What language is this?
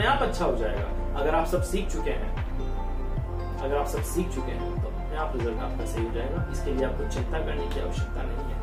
Hindi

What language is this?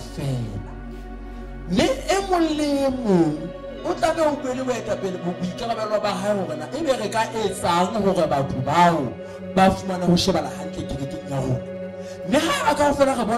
Southern Sotho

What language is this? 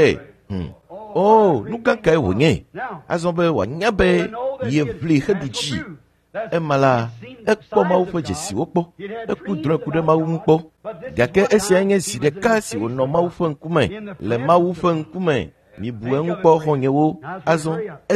Ewe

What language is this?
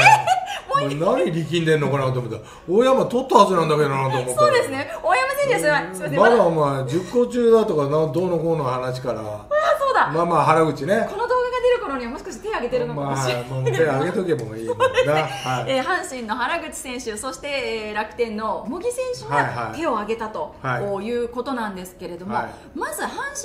Japanese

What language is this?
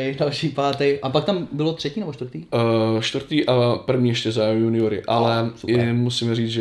Czech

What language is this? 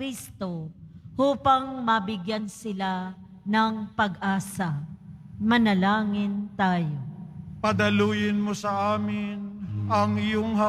Filipino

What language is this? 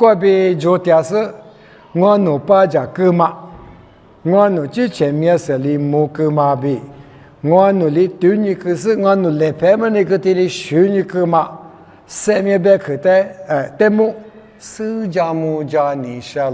Lisu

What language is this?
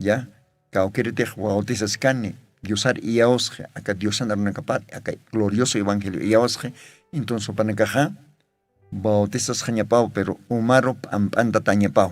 Aymara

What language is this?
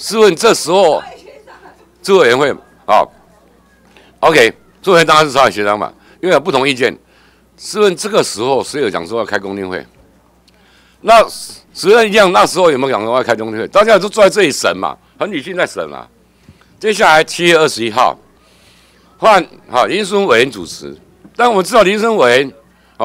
Chinese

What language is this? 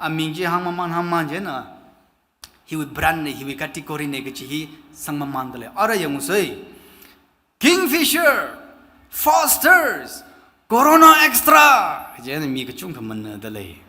Tangkhul Naga (India)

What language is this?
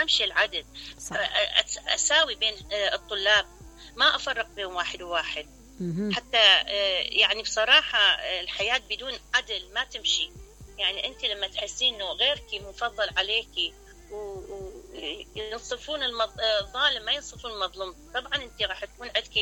Mesopotamian Arabic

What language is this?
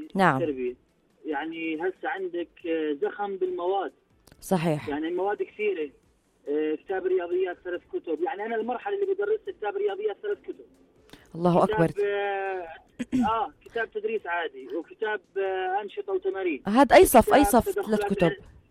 North Levantine Arabic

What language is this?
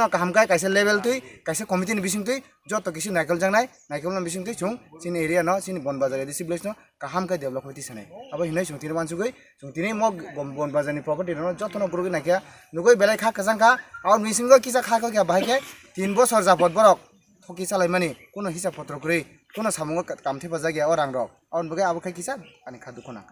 Kok Borok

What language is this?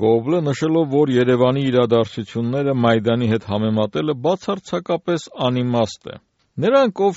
Armenian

